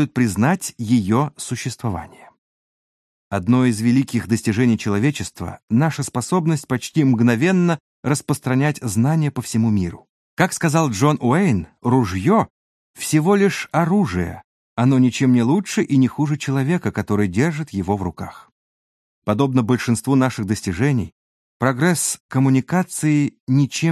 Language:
Russian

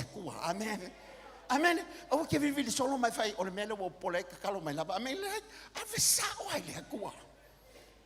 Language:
Samoan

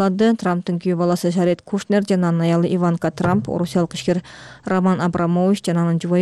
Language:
Kyrgyz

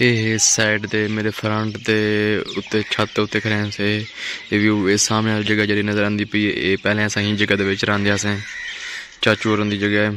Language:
Saraiki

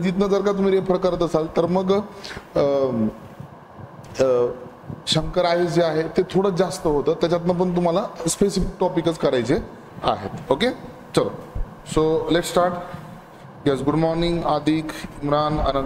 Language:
Marathi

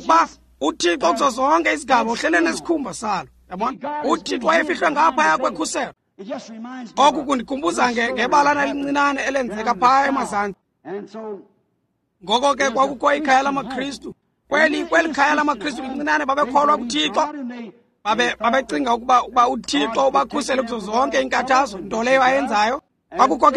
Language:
Xhosa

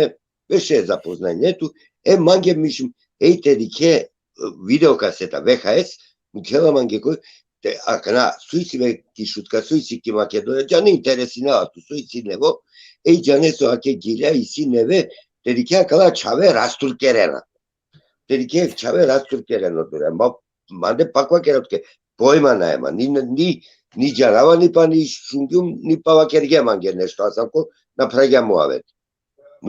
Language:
Balkan Romani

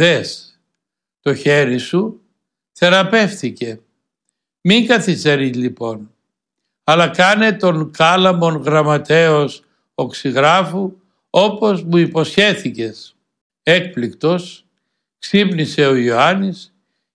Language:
Greek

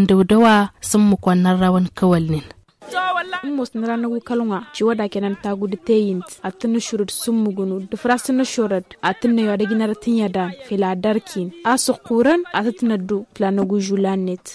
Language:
Tamasheq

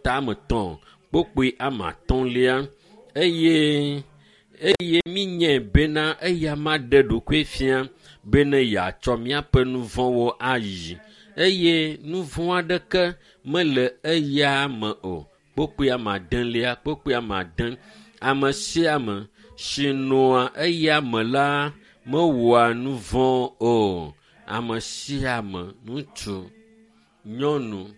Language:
Ewe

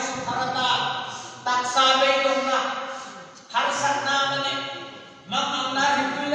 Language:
Hmar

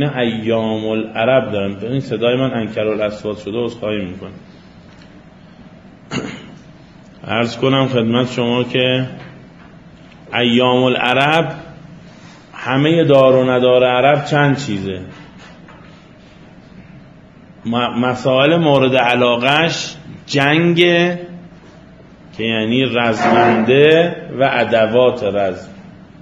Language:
Persian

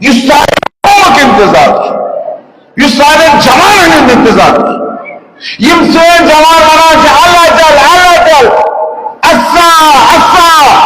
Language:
Kashmiri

